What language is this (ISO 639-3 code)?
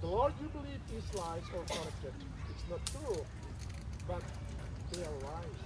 cnh